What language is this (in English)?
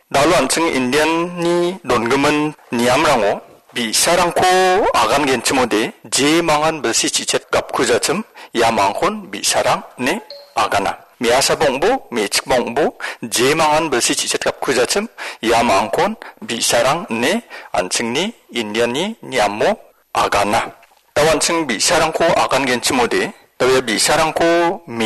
Garo